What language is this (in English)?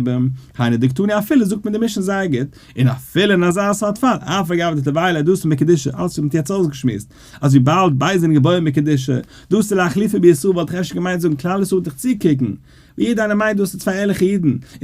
Yiddish